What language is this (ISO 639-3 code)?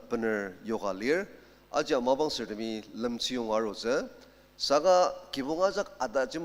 njo